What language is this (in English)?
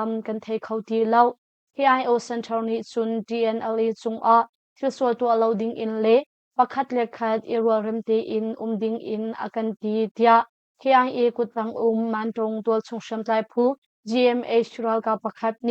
Hakha Chin